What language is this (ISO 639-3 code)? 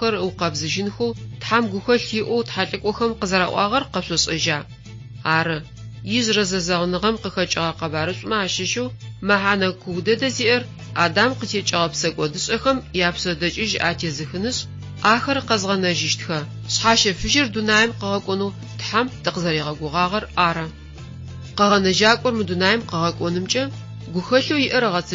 ady